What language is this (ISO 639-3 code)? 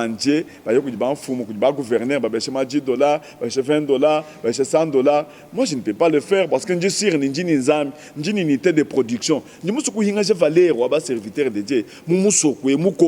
lua